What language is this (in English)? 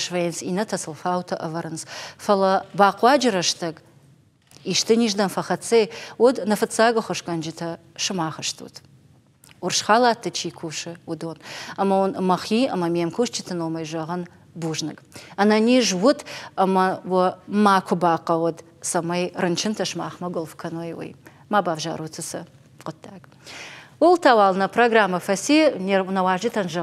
Ossetic